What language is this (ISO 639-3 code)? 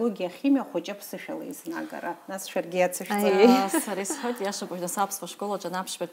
abk